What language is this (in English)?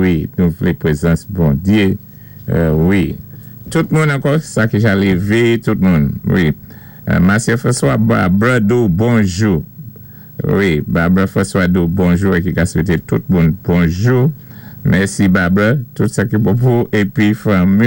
Saint Lucian Creole French